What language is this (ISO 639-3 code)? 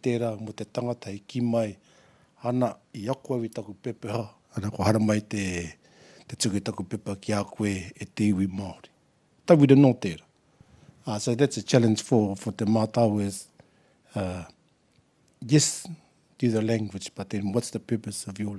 mri